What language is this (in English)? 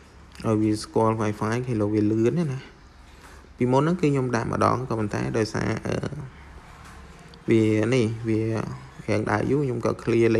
Khmer